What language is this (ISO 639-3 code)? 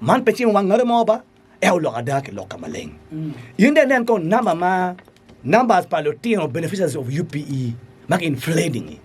ach